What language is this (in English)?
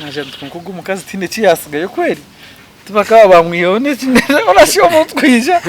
Nyankole